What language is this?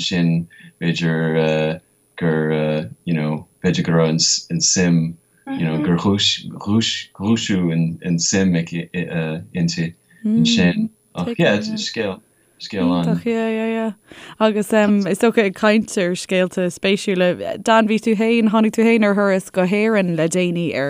Irish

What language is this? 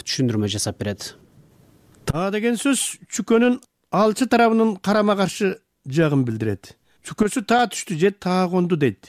Kyrgyz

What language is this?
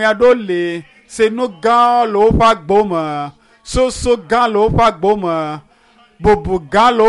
Ewe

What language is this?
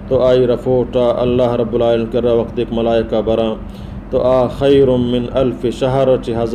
Baluchi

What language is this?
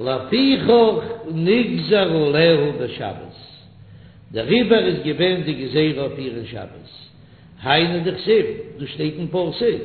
Yiddish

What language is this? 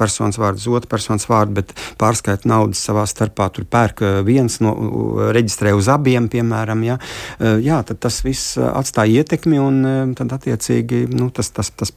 Latvian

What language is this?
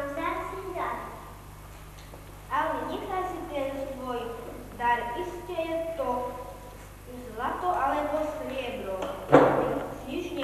Slovak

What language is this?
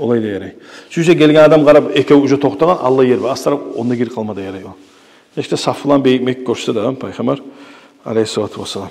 Kumyk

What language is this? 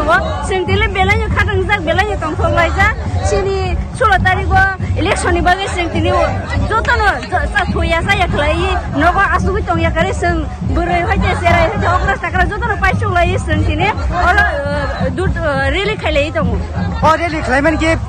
Kok Borok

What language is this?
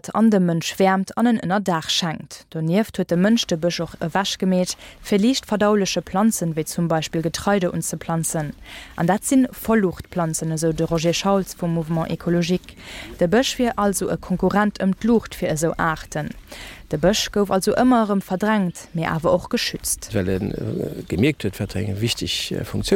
Luxembourgish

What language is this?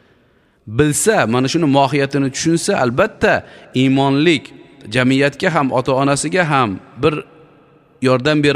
Uzbek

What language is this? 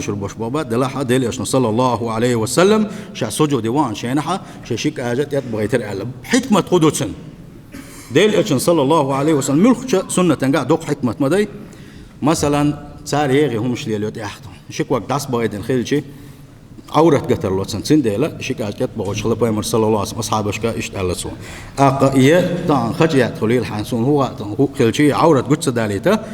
Chechen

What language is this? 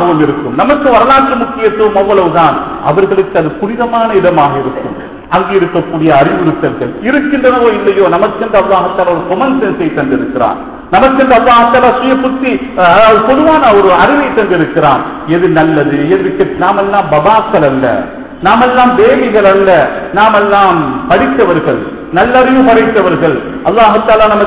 Tamil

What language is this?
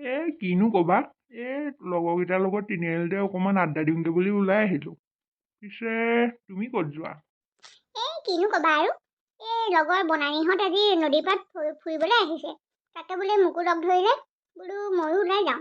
Assamese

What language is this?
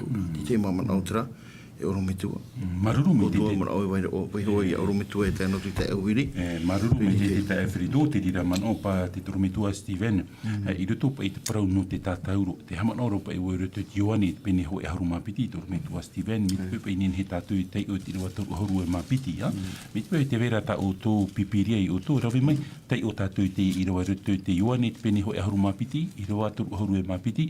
Tahitian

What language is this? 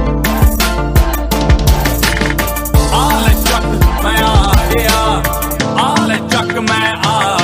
Punjabi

